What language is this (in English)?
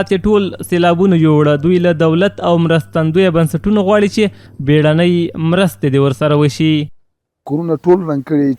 Pashto